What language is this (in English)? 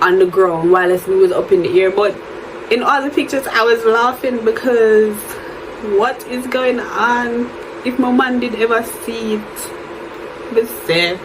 Jamaican Creole English